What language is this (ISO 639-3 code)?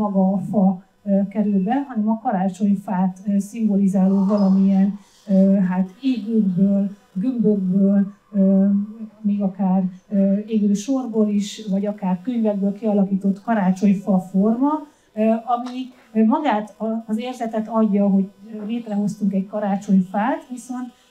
hun